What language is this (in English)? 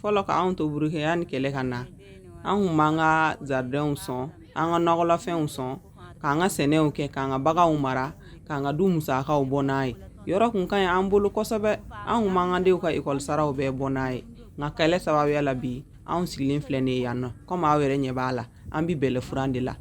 Bambara